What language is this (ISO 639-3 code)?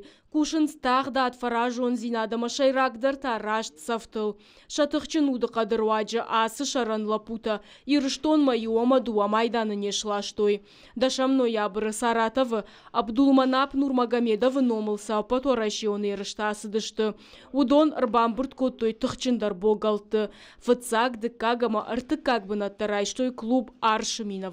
oss